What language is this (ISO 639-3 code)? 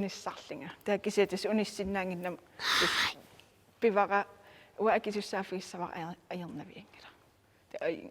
kal